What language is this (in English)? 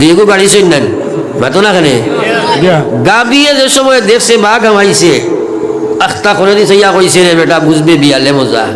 Sylheti